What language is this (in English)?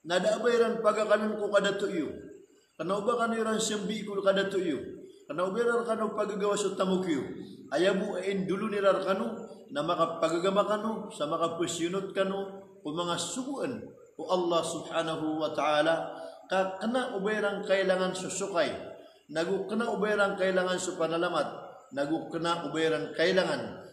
Maranao